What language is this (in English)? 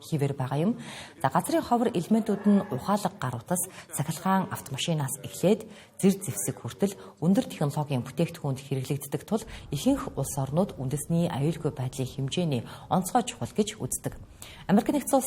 Mongolian